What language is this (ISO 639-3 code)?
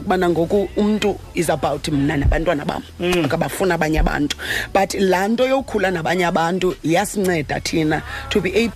xho